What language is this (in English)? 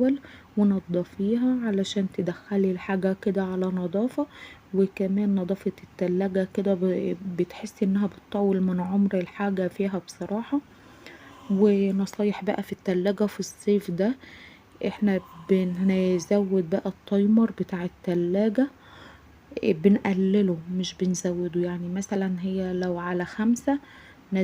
Egyptian Arabic